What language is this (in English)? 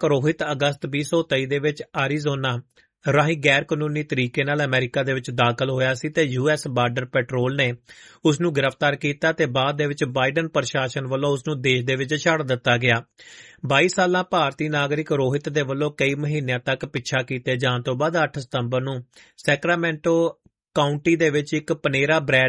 Punjabi